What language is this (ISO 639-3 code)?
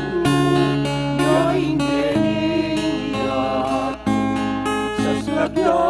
pam